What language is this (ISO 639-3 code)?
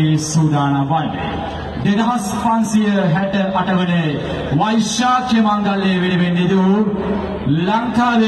sin